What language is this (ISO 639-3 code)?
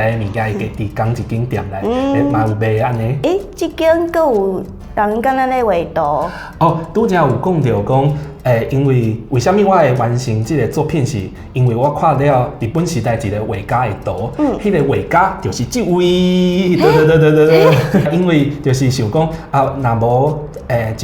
nan